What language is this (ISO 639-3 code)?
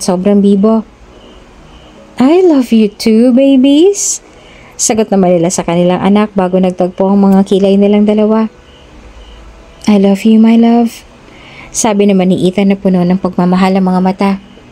fil